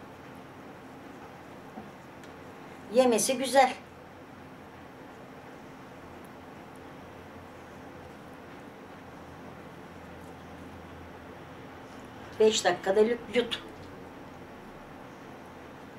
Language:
Turkish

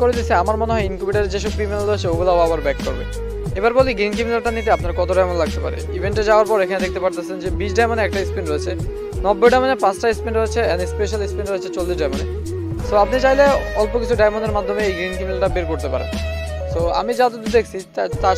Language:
Bangla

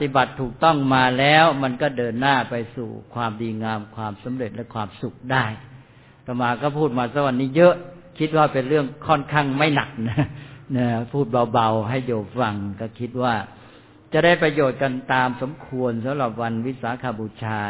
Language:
Thai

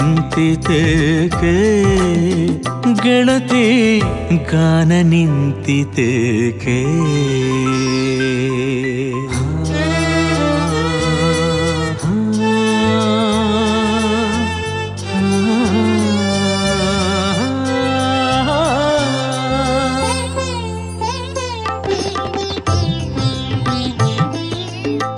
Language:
Kannada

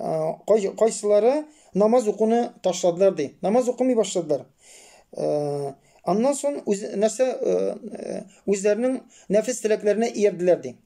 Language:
Tatar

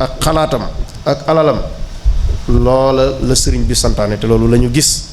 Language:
Wolof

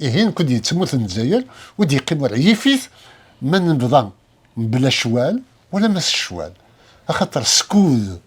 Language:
Kabyle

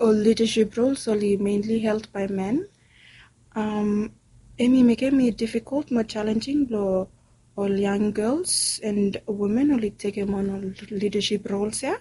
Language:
Bislama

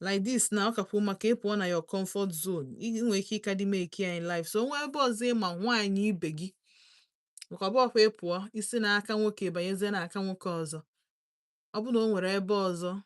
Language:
Igbo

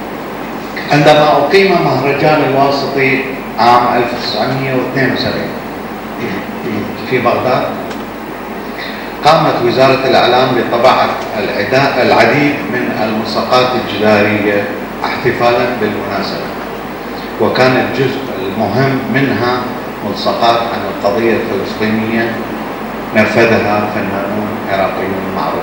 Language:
Arabic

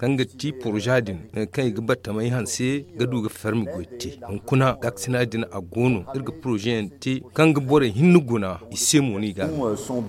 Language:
Zarma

